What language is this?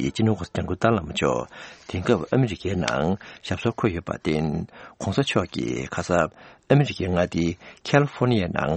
Tibetan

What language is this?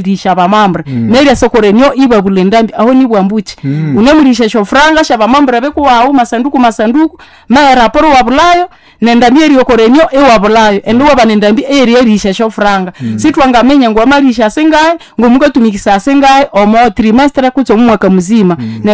Nande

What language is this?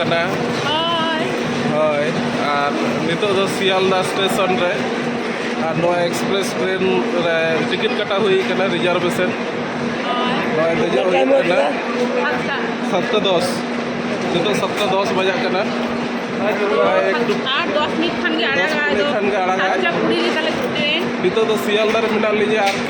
Santali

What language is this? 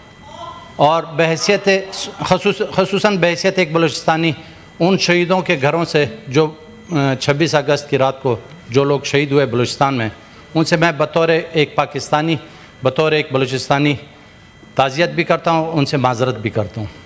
Urdu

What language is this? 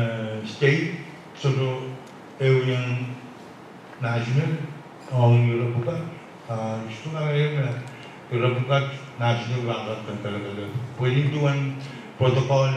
Pohnpeian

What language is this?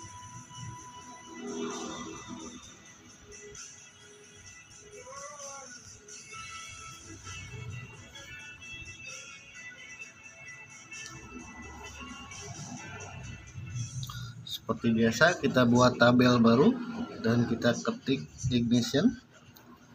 Indonesian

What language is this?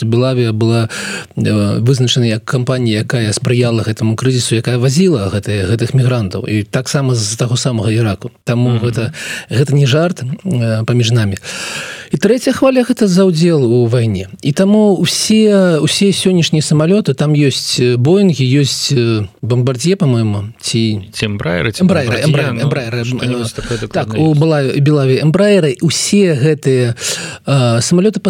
Belarusian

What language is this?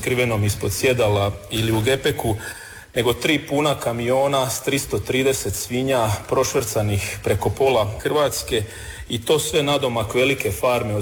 Croatian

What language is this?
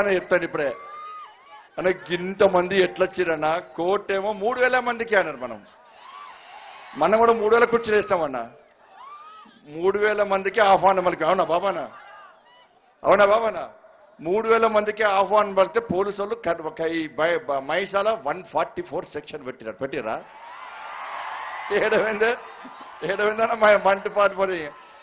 Telugu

